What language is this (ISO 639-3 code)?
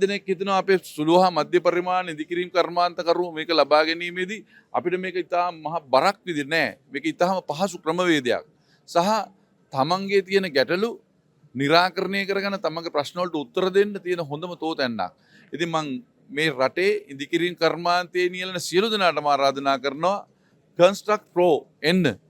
sin